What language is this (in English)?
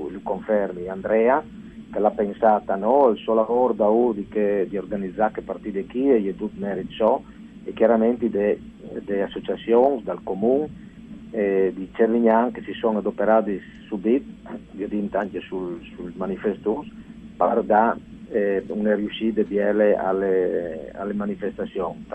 Friulian